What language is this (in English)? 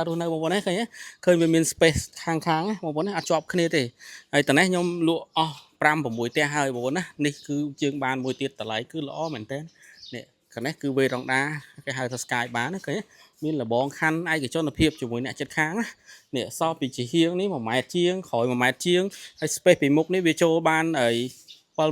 Khmer